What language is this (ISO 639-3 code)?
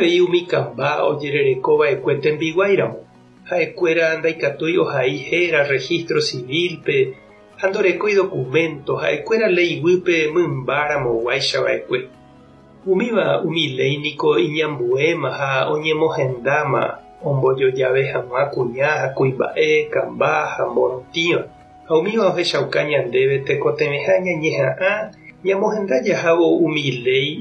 grn